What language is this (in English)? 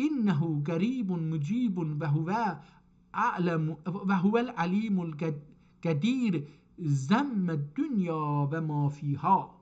South Azerbaijani